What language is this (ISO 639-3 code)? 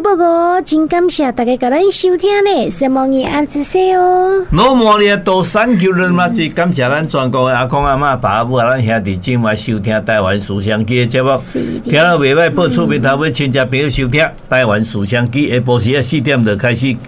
nan